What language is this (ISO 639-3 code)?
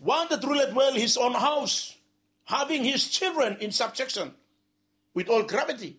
bis